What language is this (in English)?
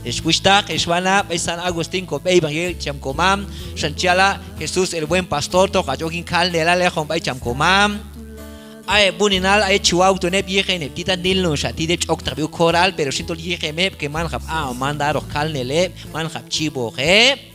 Q'anjob'al